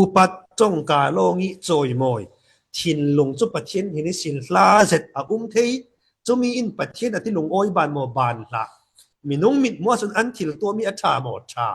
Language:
Falam Chin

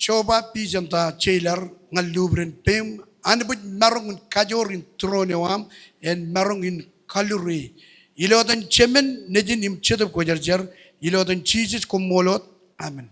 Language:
Marshallese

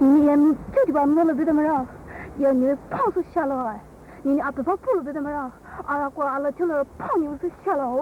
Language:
Poumei Naga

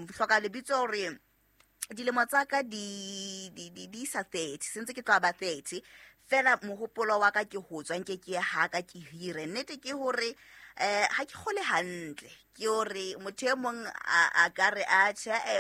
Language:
Southern Sotho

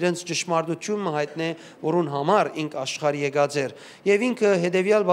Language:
Western Armenian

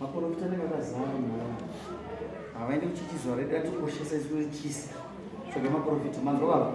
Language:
Shona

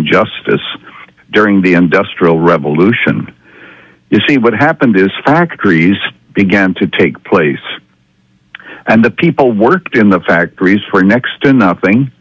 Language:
English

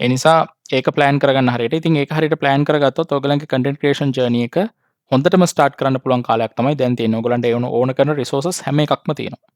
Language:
Sinhala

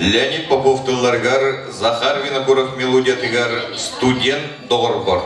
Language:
Yakut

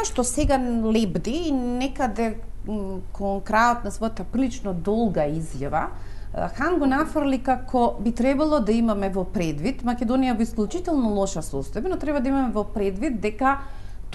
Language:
Macedonian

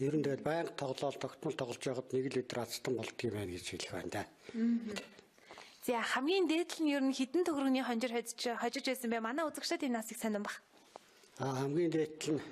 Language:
Mongolian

